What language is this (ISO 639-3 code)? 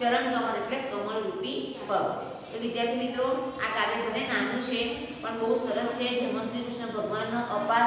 guj